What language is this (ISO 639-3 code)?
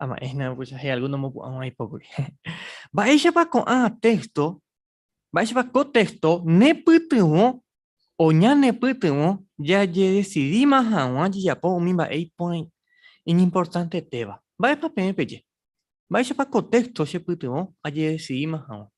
grn